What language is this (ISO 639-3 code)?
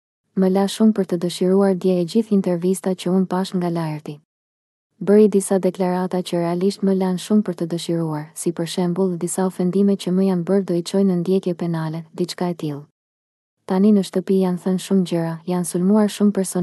sqi